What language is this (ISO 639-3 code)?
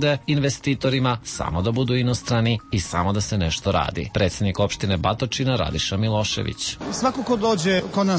srp